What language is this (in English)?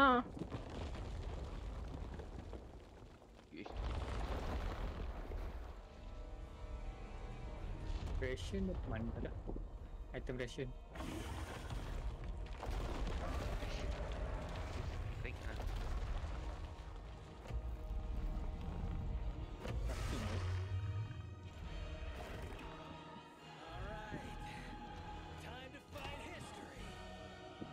Malay